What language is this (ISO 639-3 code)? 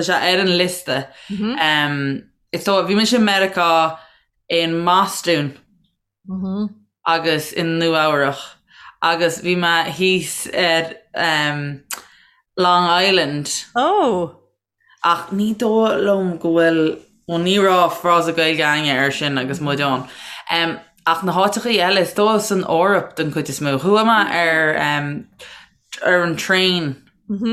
gle